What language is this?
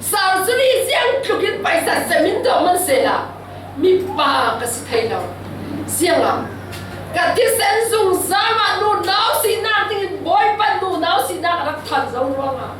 Falam Chin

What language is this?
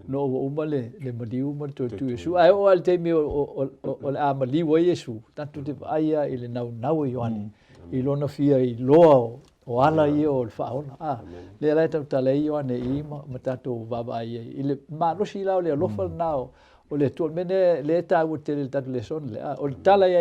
Samoan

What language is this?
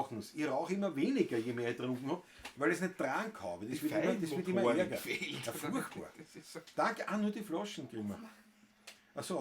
Bavarian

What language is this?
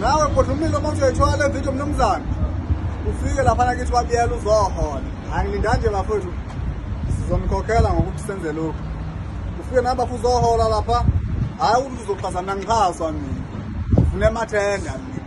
Zulu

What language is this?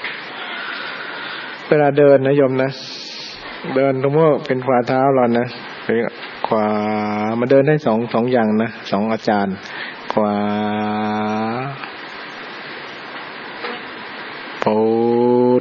Thai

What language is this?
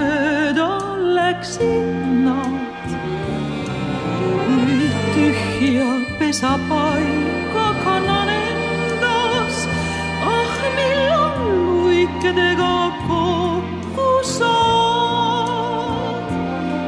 Estonian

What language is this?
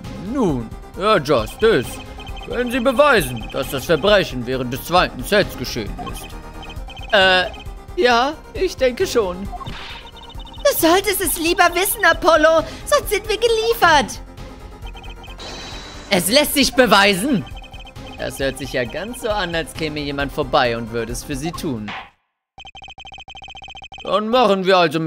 German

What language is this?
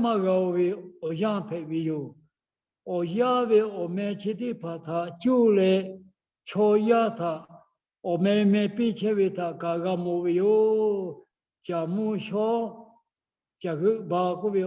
Lahu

